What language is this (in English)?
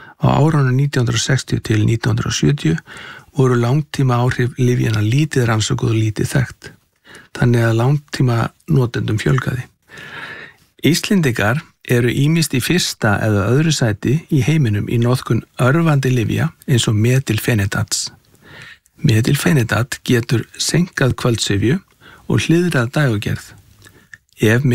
Icelandic